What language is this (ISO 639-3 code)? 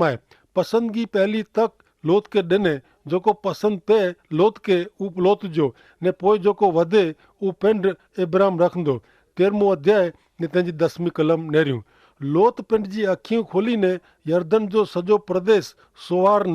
kfr